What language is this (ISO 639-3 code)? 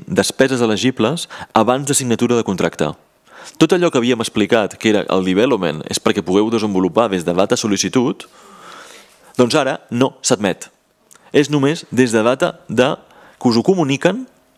cat